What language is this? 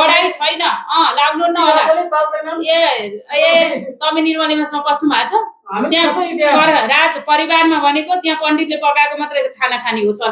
Nepali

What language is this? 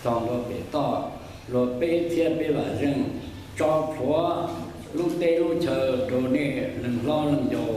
Hmong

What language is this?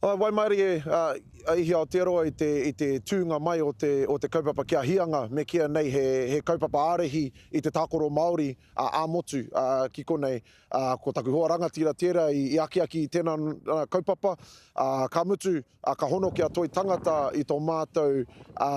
Māori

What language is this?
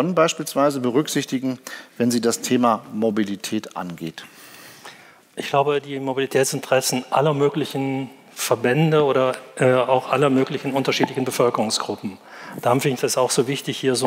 German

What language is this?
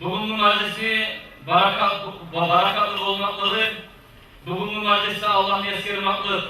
Kumyk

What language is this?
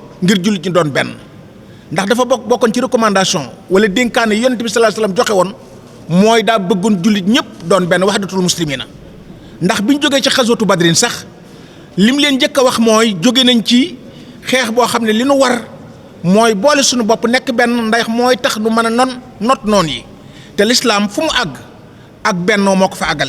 Wolof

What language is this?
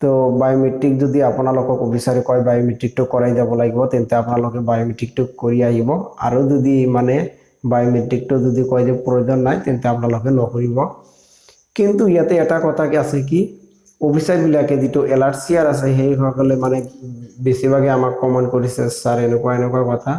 Assamese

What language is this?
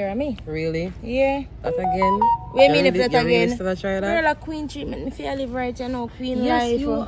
Jamaican Creole English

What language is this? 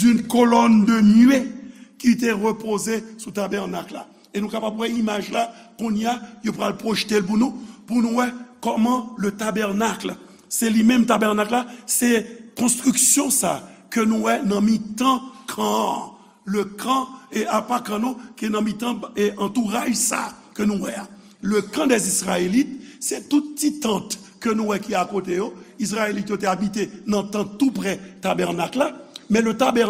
Haitian Creole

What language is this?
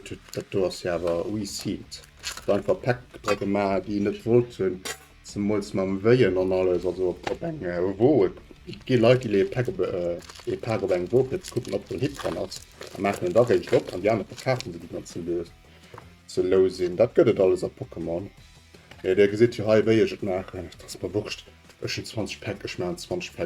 Luxembourgish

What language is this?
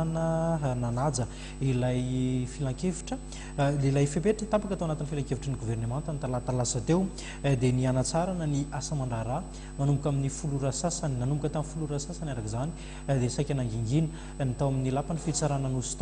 Malagasy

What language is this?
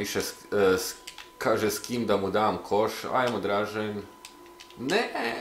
Croatian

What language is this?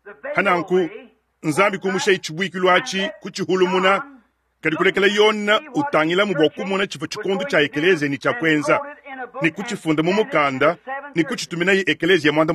Luba-Lulua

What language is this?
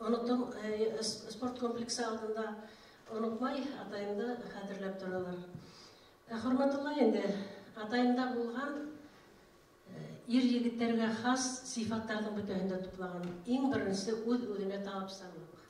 Bashkir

